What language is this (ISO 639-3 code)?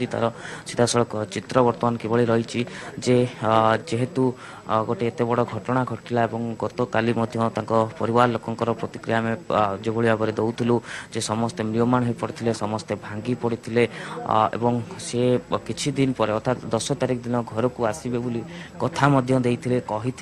ori